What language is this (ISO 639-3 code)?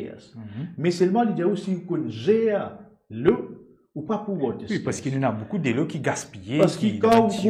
mfe